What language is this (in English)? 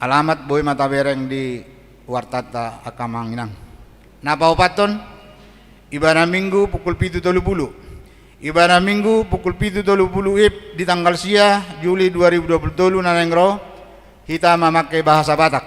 Batak Toba